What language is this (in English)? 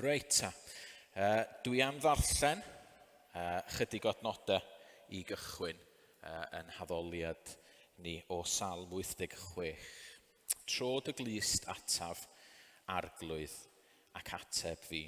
Welsh